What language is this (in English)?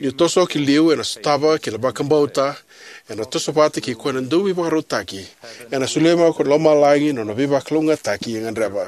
Fijian